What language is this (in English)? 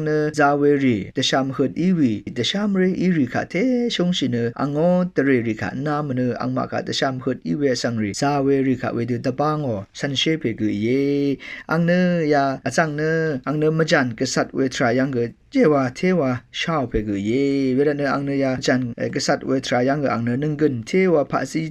Rawang